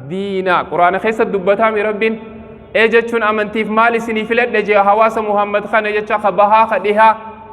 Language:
Oromo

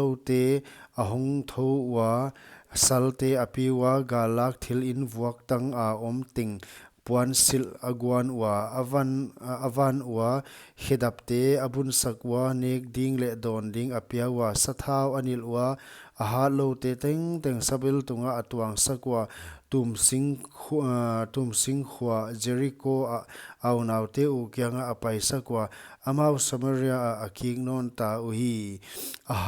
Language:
Paite Chin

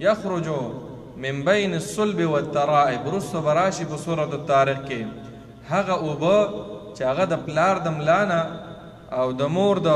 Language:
Pashto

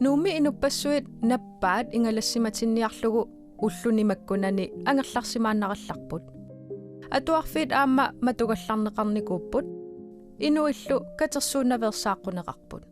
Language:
Kalaallisut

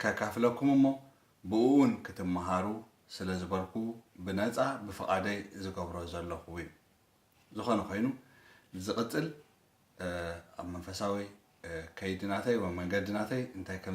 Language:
Tigrinya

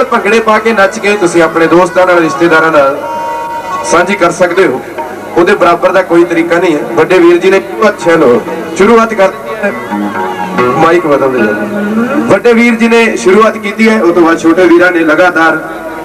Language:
Punjabi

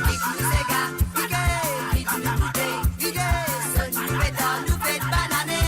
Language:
Morisyen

